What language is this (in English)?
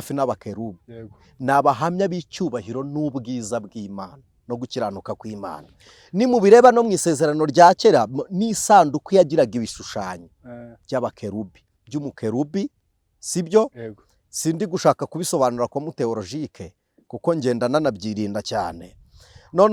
Kinyarwanda